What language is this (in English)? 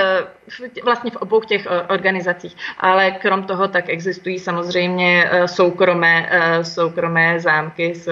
Czech